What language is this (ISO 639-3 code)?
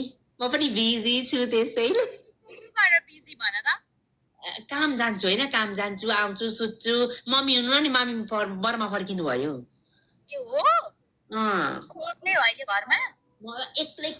nep